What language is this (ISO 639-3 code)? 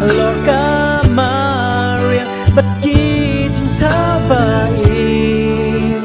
kha